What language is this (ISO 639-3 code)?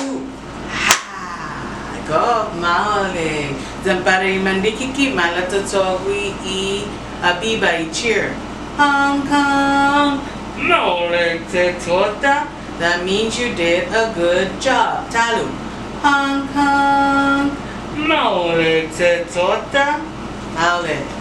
cha